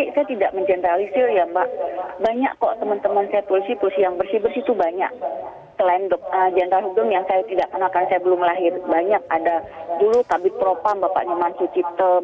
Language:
Indonesian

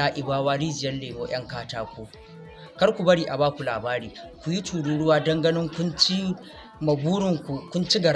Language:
Hausa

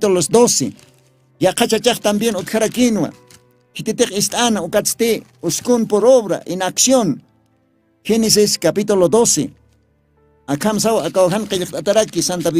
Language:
Aymara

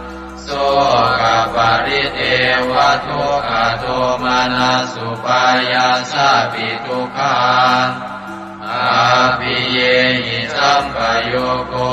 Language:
Pali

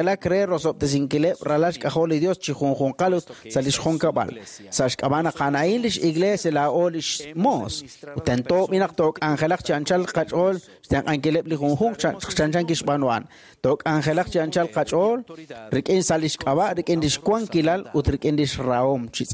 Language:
Kekchí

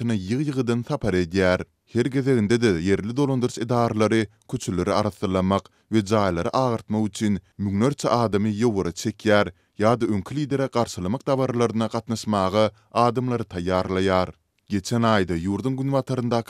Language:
Turkmen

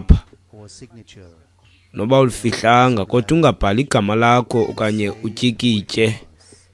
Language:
Xhosa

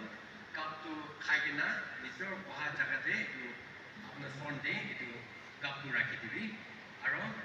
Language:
Yimchungru Naga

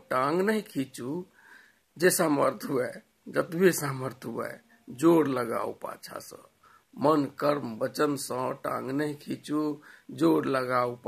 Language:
Maithili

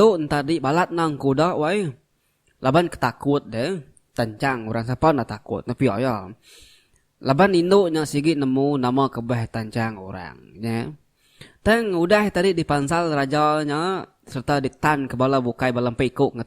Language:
Iban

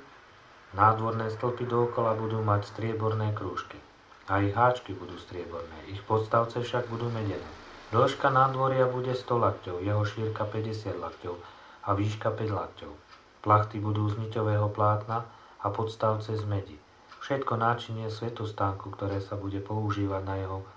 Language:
Slovak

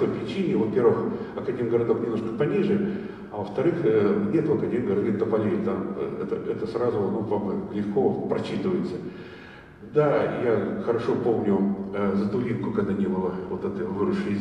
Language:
Russian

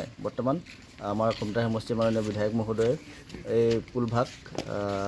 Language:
Assamese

